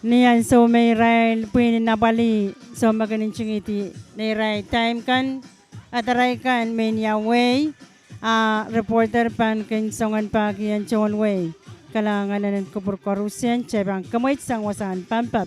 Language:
Pohnpeian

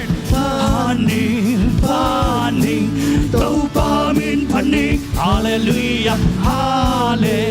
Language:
Tedim Chin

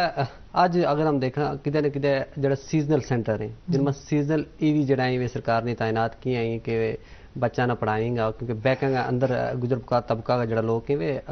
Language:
Gujari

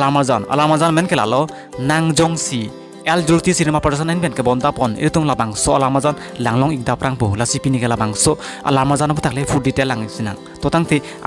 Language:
Karbi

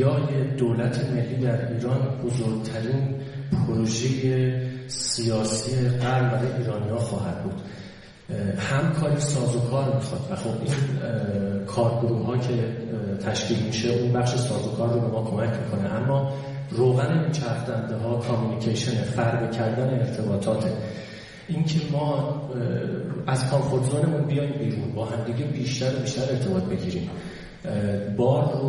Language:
Persian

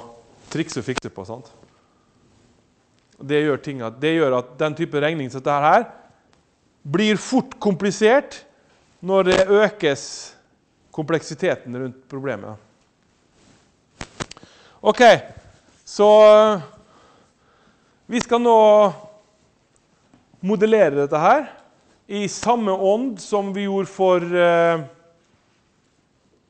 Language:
Norwegian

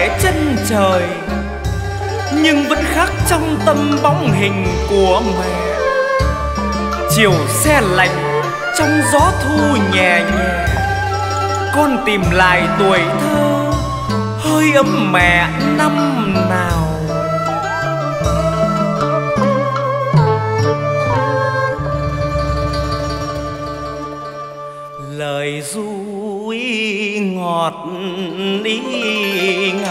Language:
Vietnamese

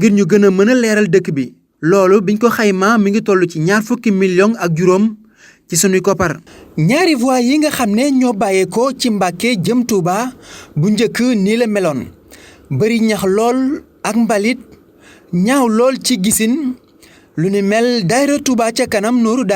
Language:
Wolof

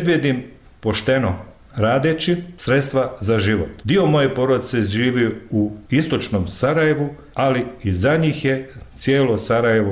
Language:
Bosnian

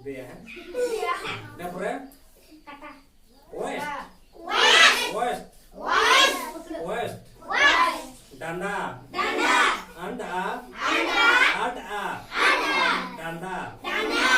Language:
Santali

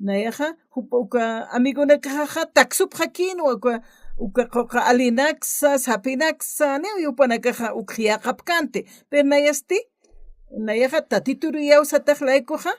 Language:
Aymara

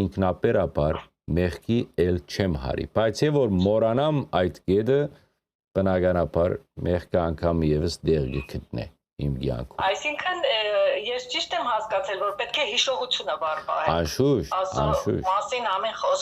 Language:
Western Armenian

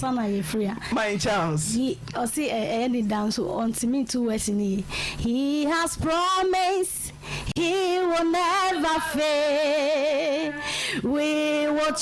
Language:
Akan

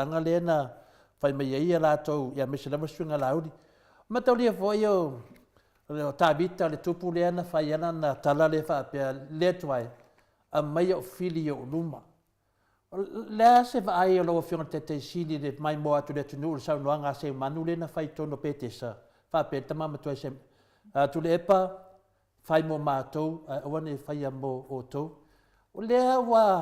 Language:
Samoan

